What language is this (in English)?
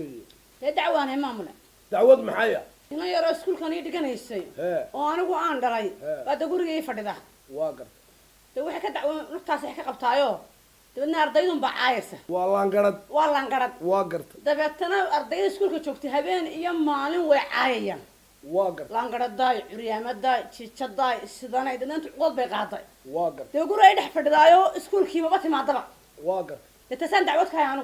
Somali